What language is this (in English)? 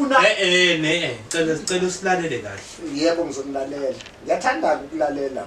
Zulu